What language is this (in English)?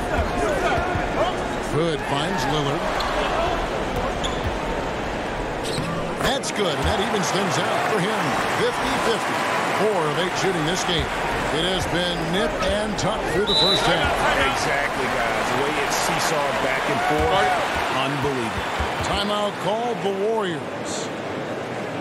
English